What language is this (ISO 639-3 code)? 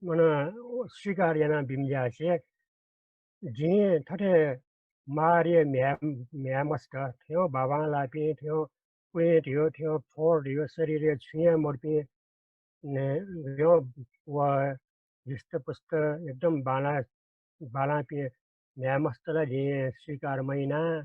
new